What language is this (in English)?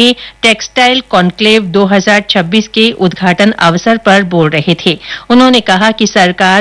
Hindi